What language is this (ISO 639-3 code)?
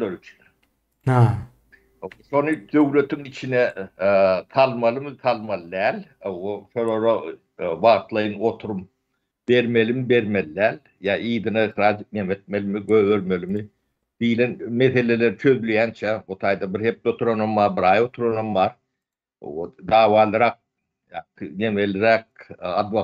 tuk